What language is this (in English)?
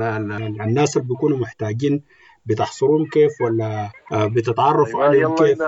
Sudanese Arabic